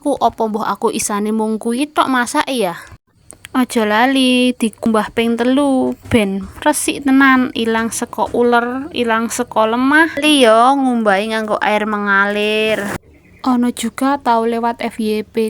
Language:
Javanese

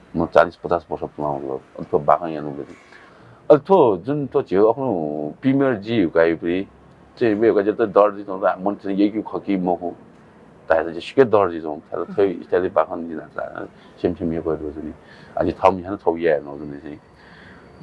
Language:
Newari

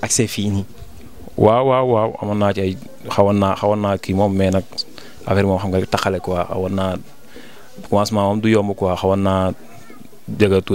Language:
Wolof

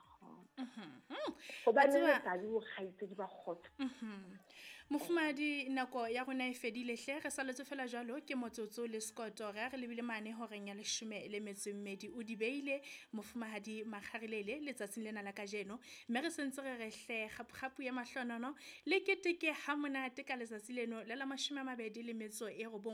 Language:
Southern Sotho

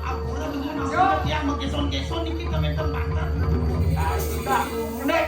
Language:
Balinese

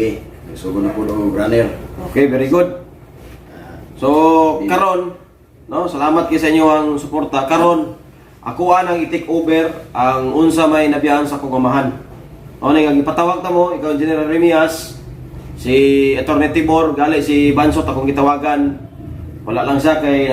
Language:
Cebuano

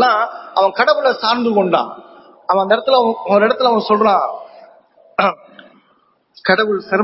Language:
Tamil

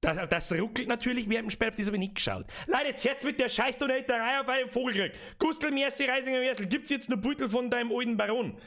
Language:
Bavarian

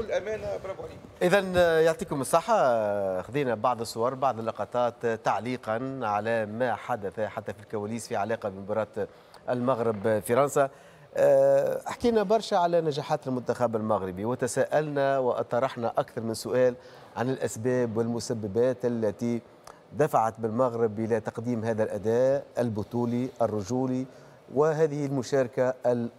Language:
Tunisian Arabic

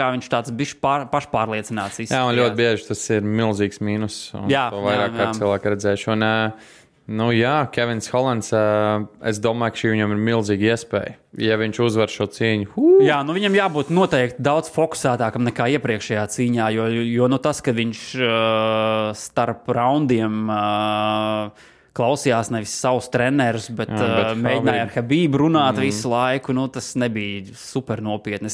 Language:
Latvian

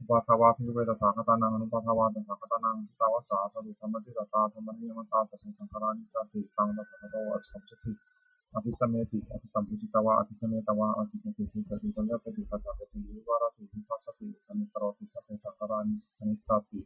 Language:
Pali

